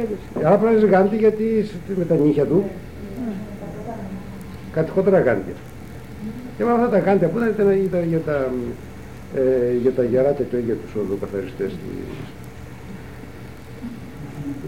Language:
Greek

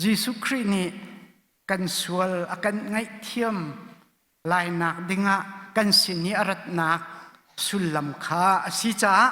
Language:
Hakha Chin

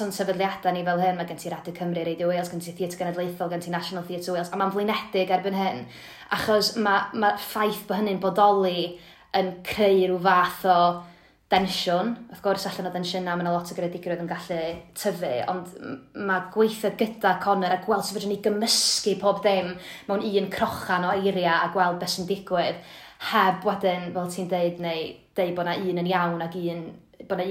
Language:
Welsh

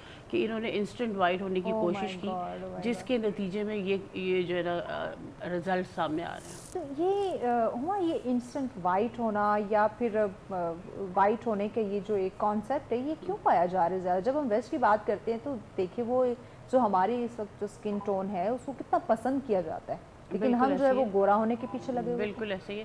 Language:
Urdu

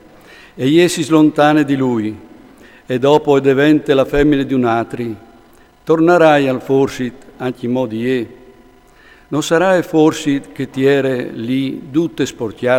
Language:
Friulian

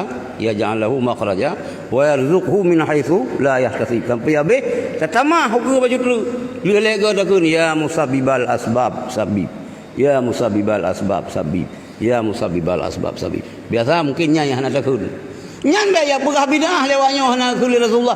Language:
Achinese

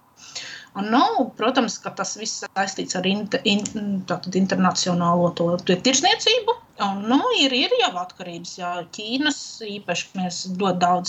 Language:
Latvian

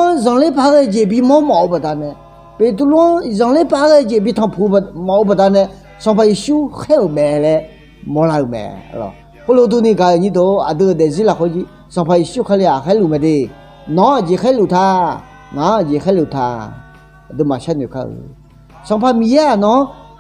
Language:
Akha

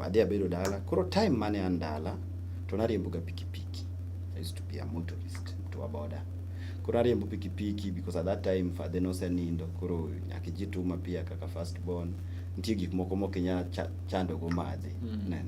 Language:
Luo (Kenya and Tanzania)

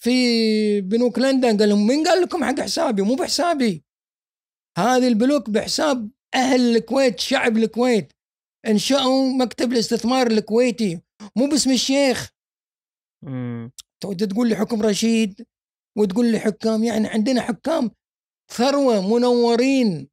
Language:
Gulf Arabic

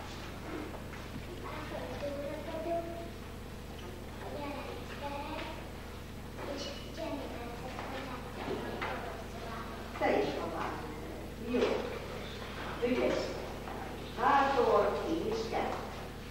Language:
Hungarian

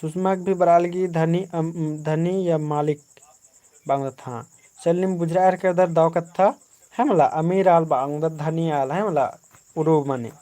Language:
Kurukh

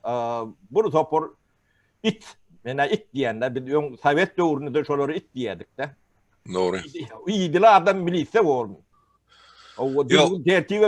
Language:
Turkmen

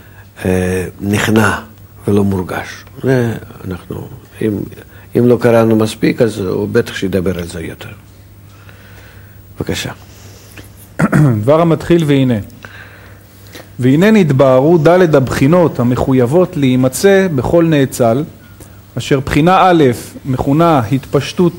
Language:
Hebrew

